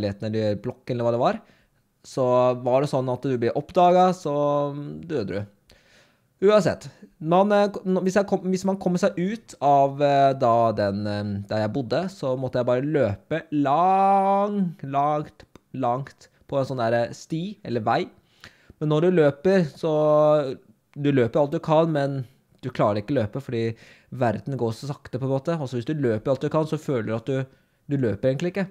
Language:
Norwegian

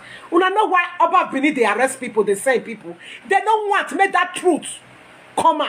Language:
Nigerian Pidgin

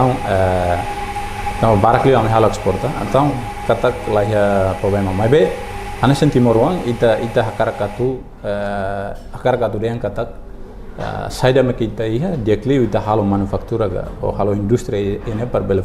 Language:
Tetum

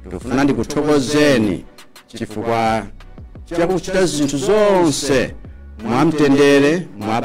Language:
Nyanja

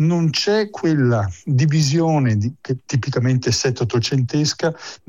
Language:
Italian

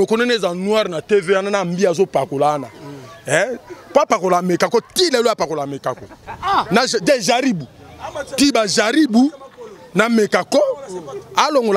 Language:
Lingala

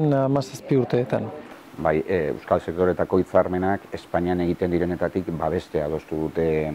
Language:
Basque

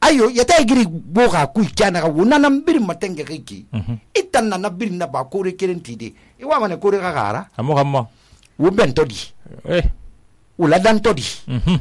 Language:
Susu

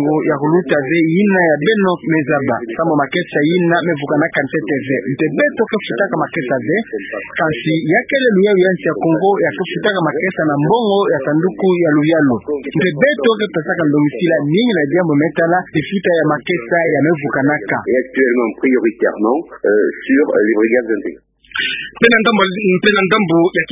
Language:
Kituba (Democratic Republic of Congo)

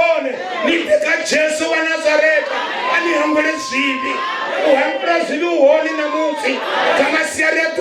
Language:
Venda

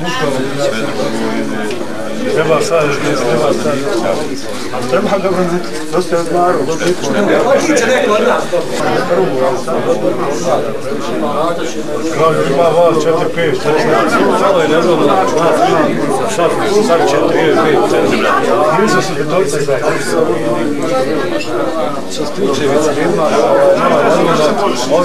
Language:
Bosnian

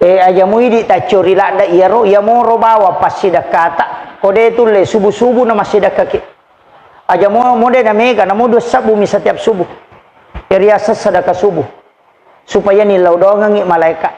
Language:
Buginese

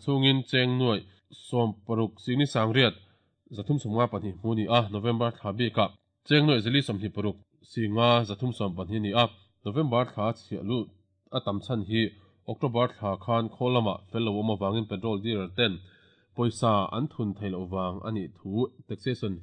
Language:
Mizo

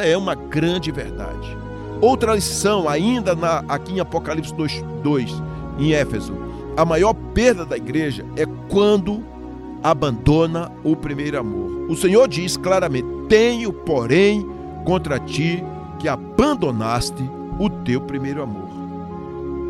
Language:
Portuguese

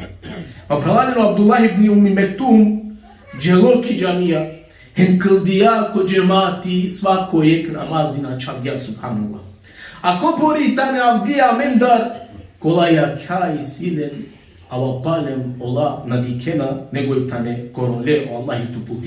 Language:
Balkan Romani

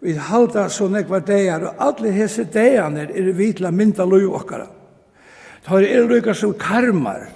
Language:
Faroese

